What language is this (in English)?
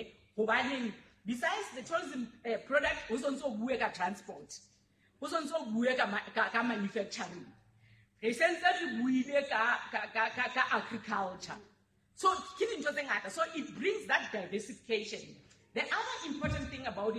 Southern Sotho